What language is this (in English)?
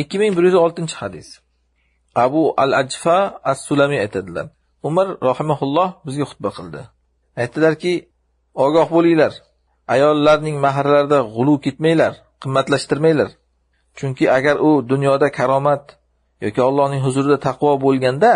Uzbek